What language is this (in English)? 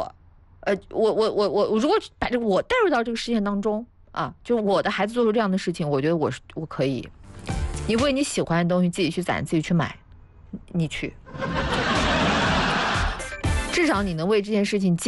Chinese